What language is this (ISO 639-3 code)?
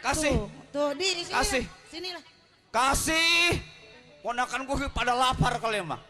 bew